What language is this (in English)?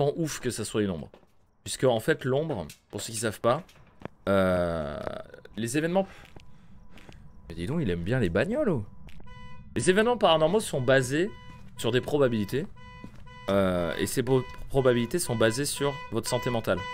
French